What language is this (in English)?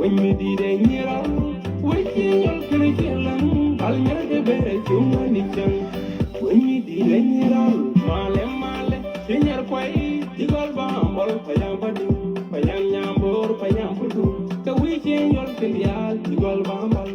Nuer